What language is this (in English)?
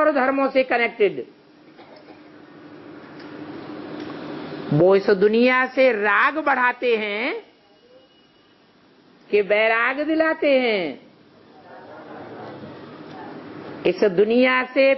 Hindi